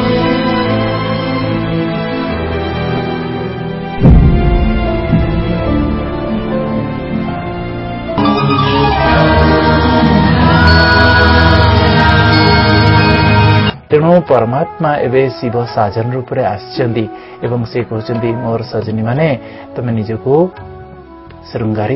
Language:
Odia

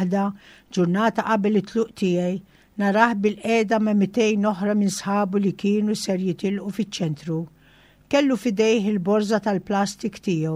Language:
Maltese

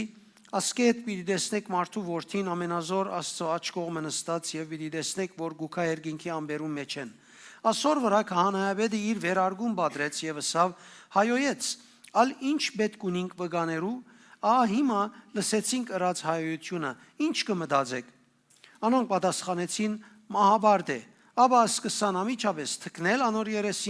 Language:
Western Armenian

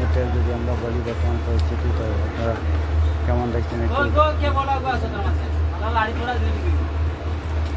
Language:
Bangla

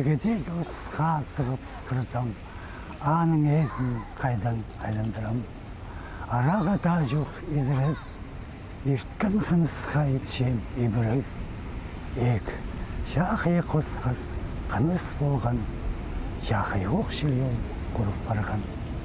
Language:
Khakas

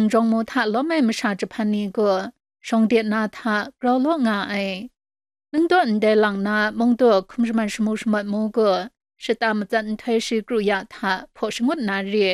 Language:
Kachin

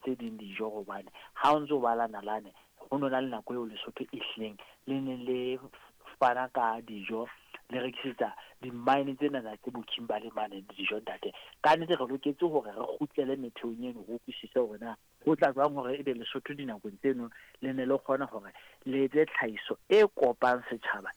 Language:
Southern Sotho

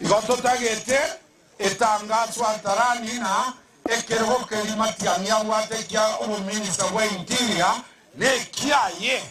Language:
Gusii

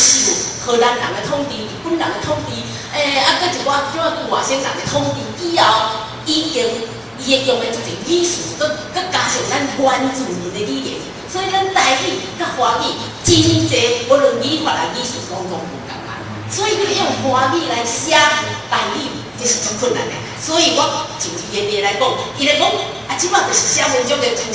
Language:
Min Nan Chinese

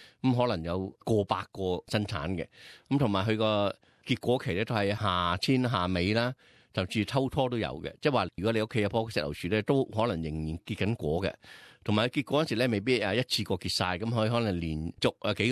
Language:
Cantonese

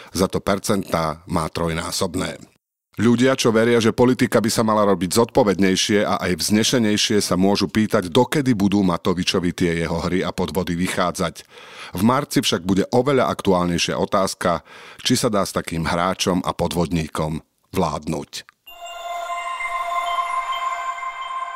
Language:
Slovak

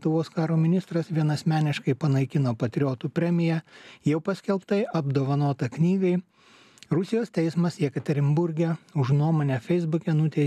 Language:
Lithuanian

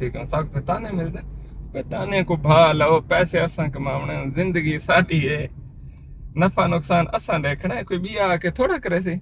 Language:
Saraiki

